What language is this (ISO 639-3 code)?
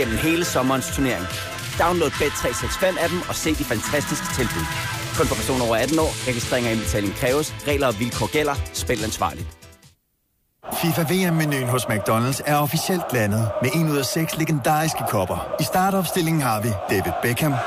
dan